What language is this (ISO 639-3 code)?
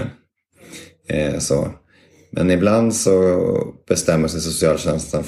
swe